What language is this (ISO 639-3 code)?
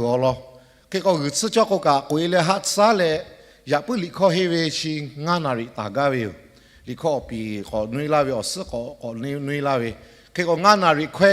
lhu